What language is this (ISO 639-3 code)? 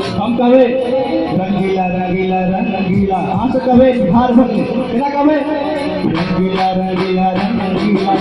mai